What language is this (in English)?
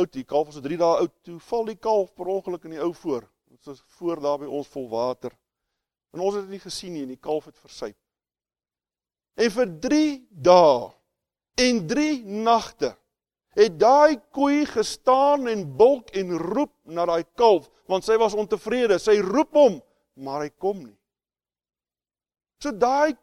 Afrikaans